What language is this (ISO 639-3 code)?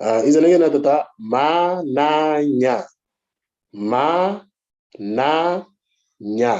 mor